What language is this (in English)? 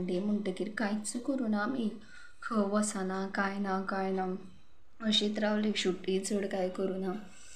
Konkani